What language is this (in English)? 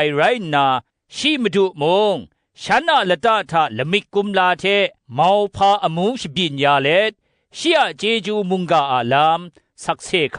Kachin